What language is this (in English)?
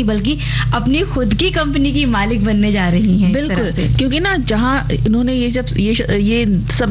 Hindi